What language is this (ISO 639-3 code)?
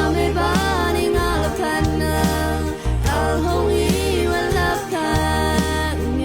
raw